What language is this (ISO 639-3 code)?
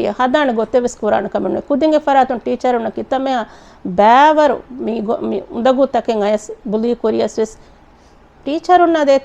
div